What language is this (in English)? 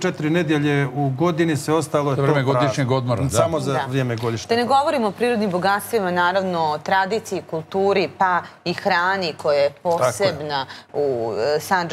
Serbian